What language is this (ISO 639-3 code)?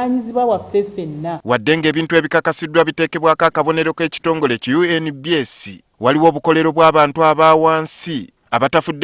lug